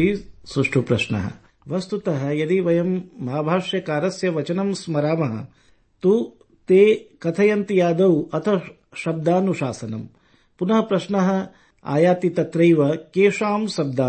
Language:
Sanskrit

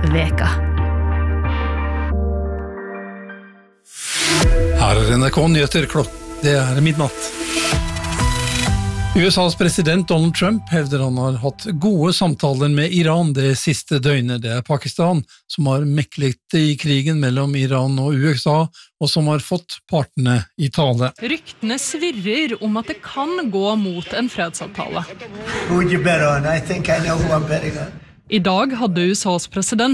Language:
Norwegian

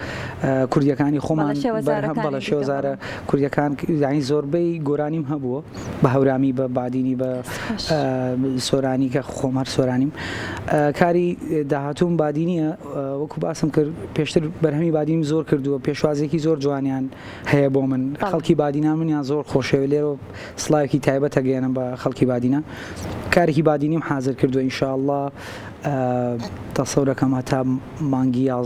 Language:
Central Kurdish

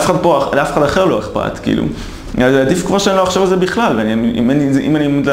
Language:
Hebrew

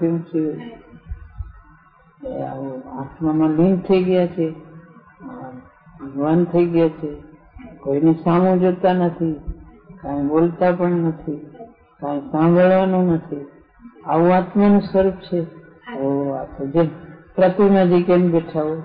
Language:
Gujarati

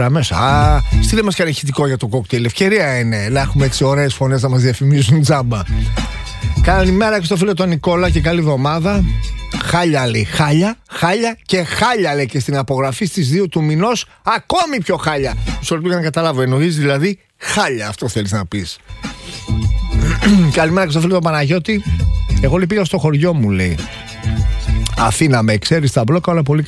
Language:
Greek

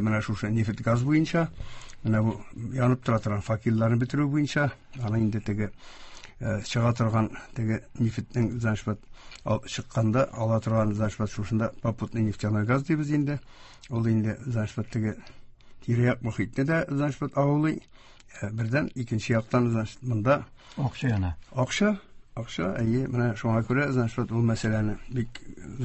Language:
Tatar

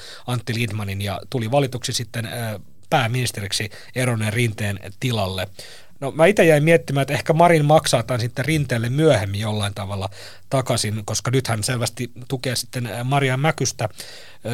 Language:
Finnish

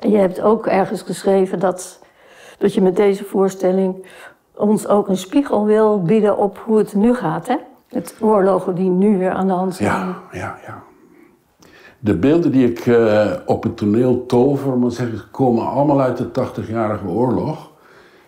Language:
Dutch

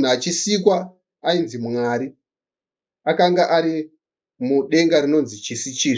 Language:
Shona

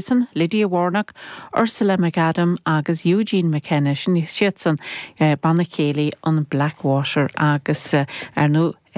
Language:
Irish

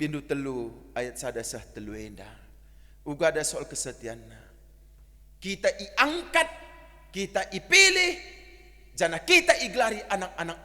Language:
Batak Karo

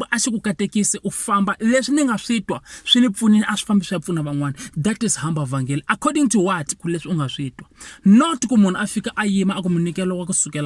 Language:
Tsonga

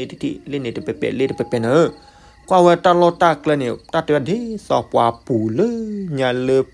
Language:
S'gaw Karen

